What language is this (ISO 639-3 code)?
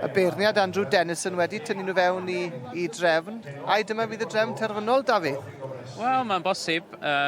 cym